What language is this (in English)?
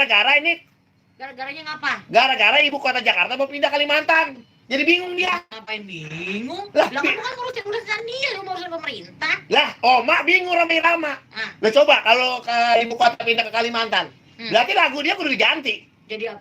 Betawi